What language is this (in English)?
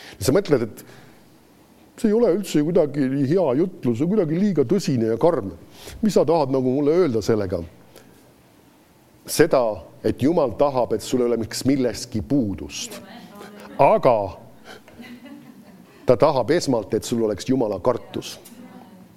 Estonian